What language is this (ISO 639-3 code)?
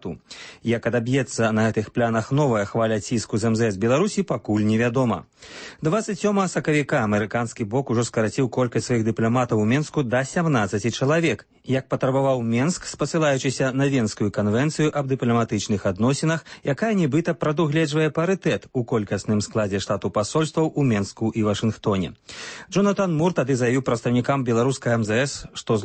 bel